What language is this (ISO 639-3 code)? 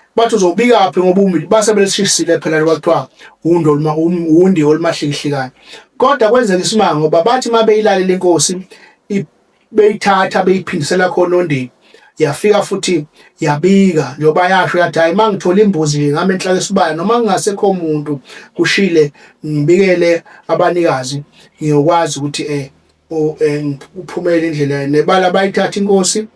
zul